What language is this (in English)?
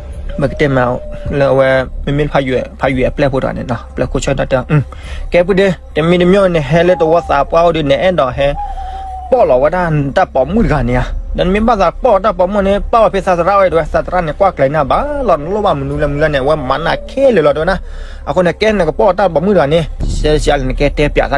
S'gaw Karen